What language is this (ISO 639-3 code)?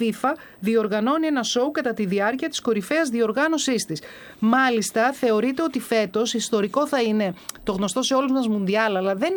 ell